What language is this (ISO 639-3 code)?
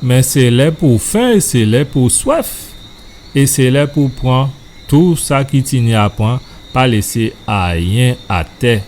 gcf